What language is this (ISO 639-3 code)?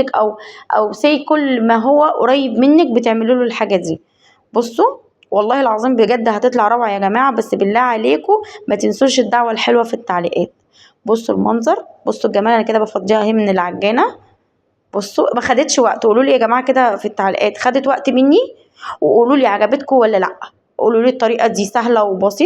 arz